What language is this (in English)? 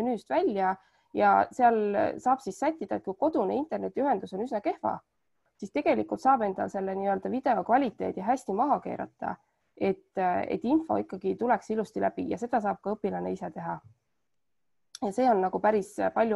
Estonian